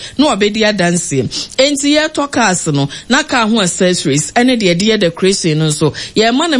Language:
Akan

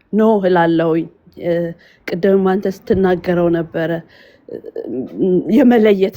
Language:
Amharic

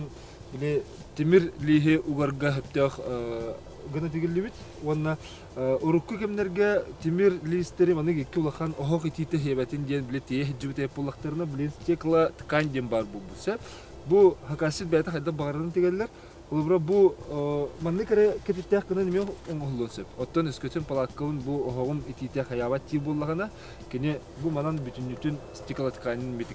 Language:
Yakut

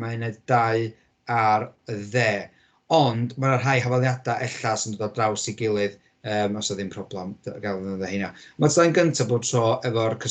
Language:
Welsh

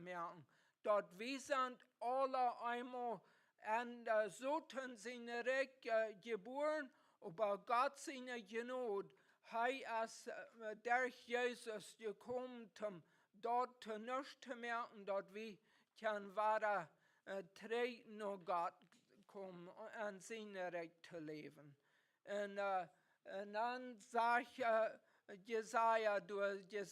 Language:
Plautdietsch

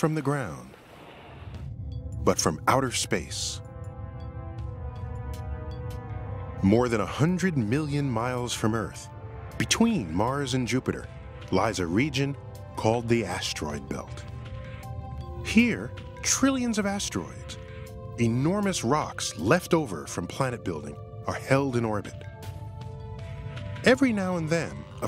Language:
English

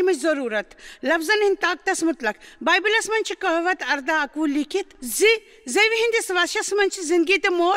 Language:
Kashmiri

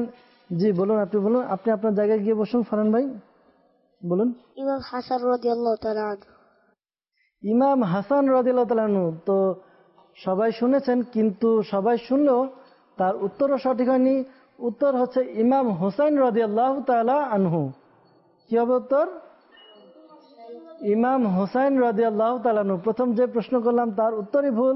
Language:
Bangla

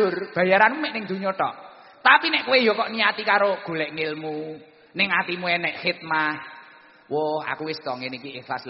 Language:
Javanese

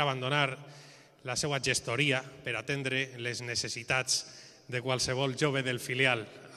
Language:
Catalan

